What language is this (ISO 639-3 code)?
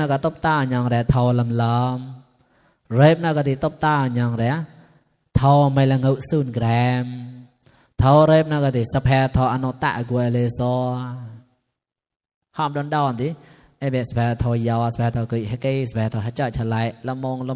mnw